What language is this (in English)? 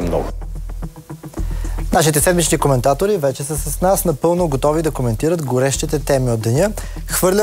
Bulgarian